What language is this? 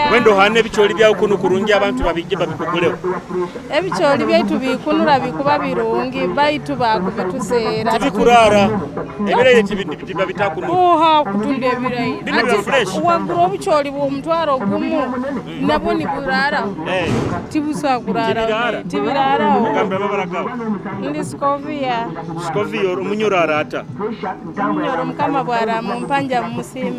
Nyoro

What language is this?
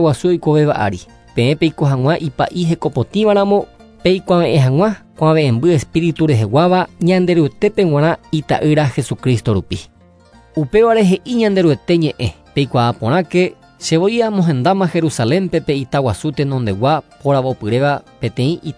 Guarani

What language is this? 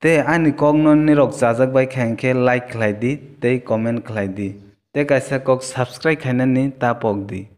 Kok Borok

